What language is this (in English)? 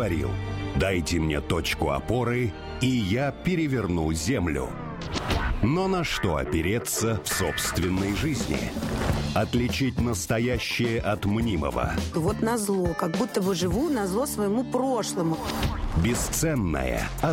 Russian